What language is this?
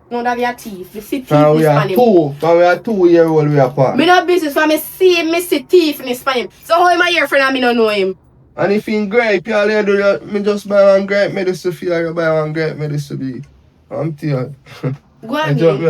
Jamaican Creole English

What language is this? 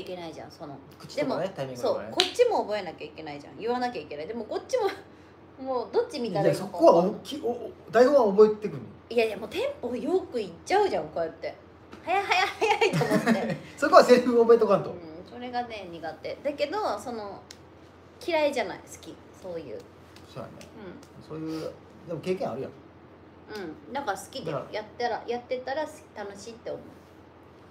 Japanese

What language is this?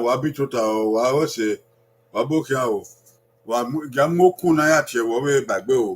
Bini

